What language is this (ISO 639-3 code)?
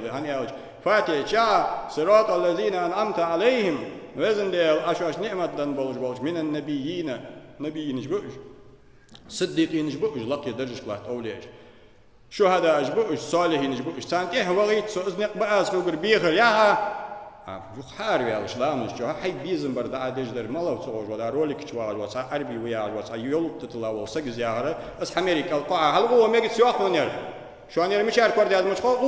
inh